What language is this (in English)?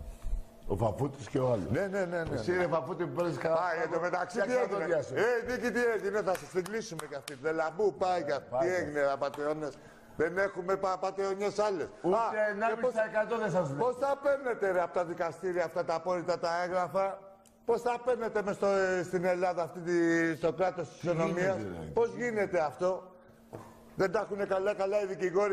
Greek